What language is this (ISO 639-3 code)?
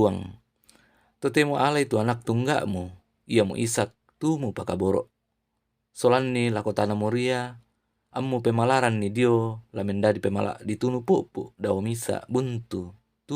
sda